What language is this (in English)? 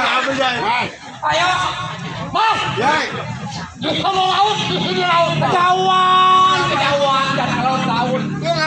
Betawi